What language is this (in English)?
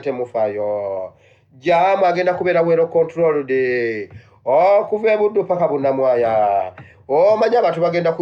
Ganda